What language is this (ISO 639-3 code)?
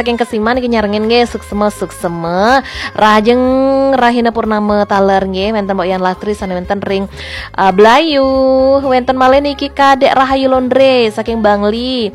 ban